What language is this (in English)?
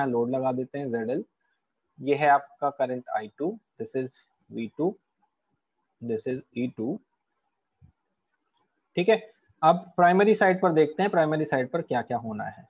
Hindi